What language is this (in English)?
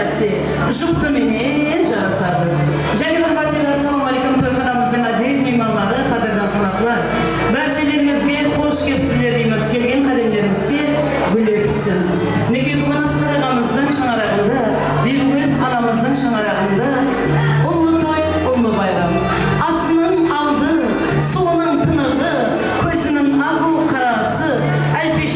Kara-Kalpak